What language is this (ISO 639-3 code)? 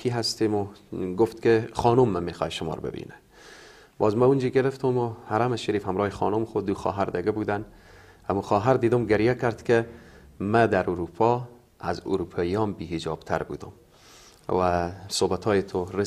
fas